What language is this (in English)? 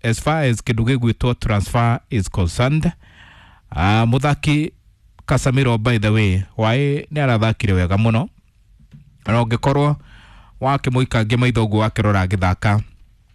Kikuyu